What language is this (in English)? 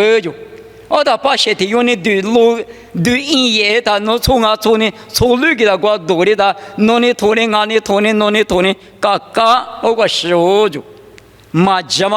Lisu